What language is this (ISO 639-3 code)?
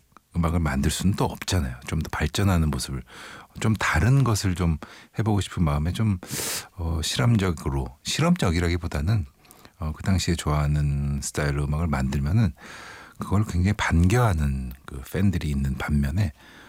kor